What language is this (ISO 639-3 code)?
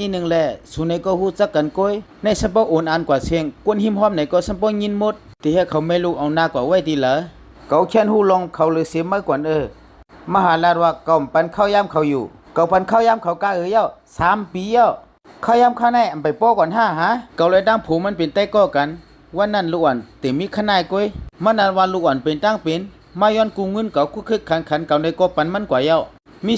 shn